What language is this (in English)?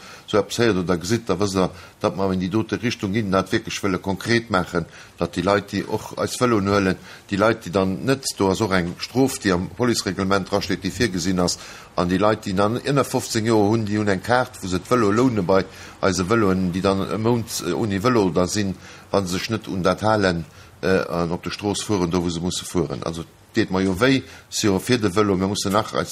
Luxembourgish